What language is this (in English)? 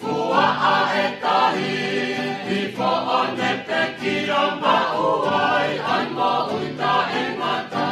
Tongan